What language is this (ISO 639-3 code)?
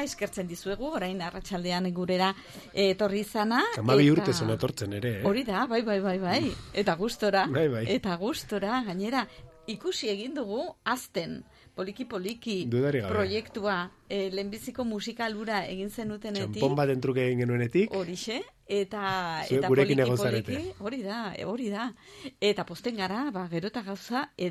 eus